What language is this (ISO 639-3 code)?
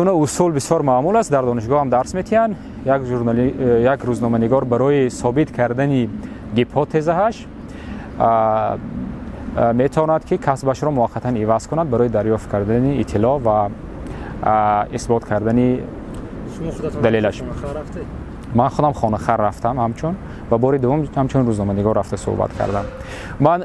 tgk